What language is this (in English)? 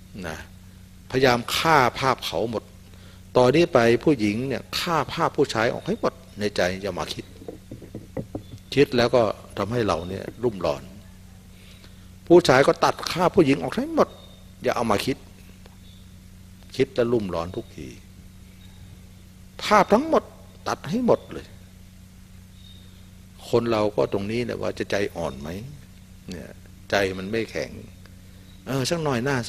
Thai